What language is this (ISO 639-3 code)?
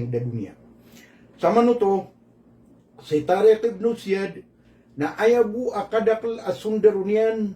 mrw